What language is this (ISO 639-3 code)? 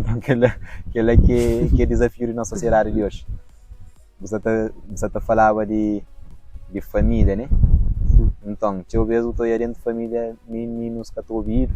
kea